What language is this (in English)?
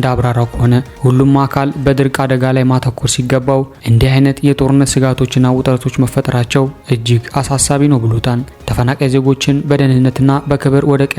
Amharic